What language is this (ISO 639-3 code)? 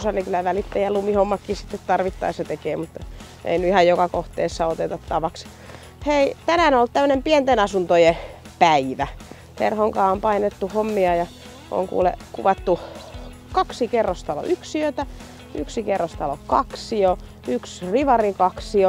fin